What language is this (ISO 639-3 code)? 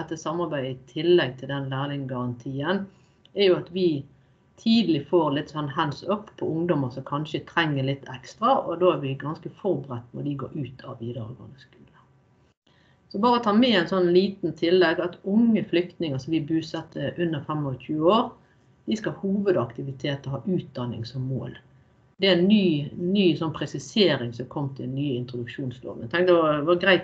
nor